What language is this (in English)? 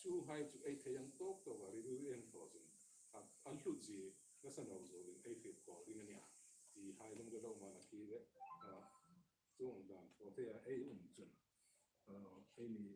Hmar